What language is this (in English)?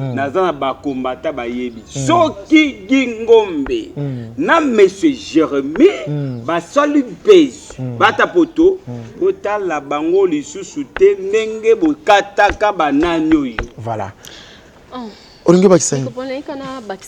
Lingala